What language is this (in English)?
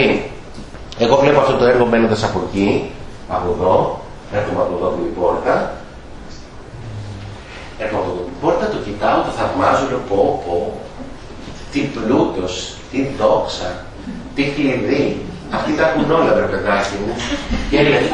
Greek